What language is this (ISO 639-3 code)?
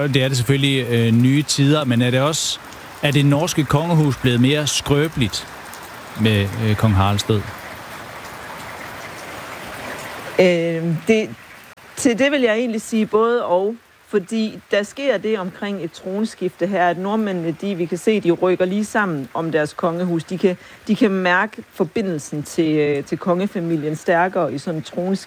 dan